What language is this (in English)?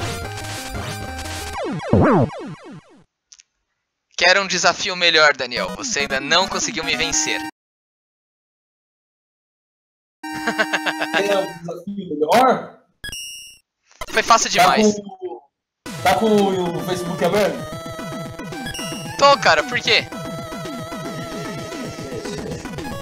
Portuguese